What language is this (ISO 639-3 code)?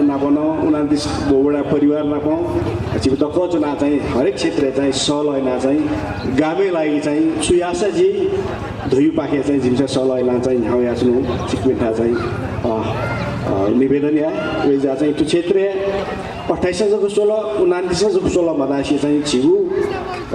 new